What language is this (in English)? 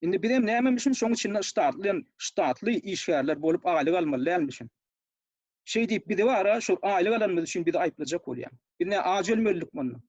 Turkmen